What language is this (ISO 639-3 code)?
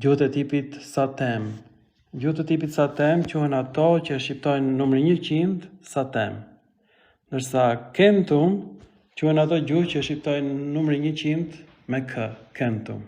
sqi